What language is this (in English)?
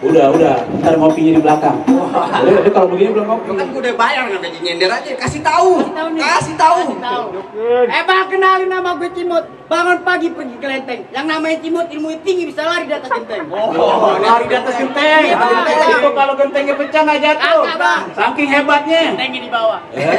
Betawi